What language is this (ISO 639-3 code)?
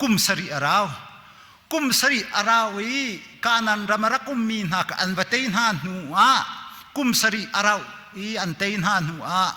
cnh